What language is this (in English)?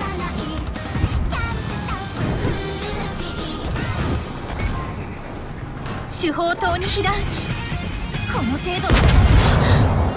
Japanese